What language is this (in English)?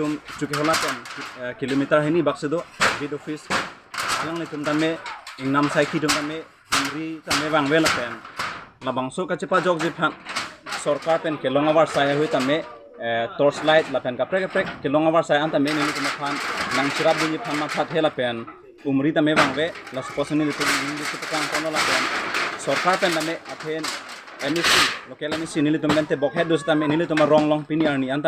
Karbi